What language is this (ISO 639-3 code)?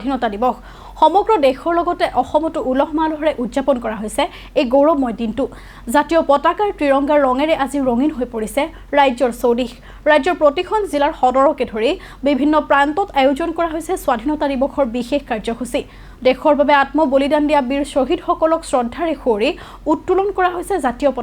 asm